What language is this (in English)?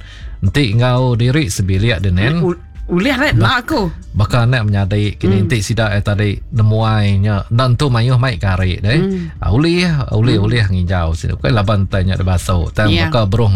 Iban